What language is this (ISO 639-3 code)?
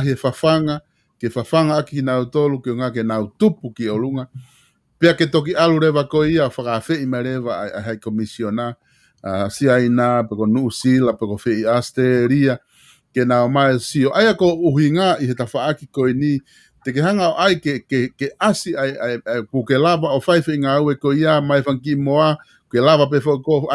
ton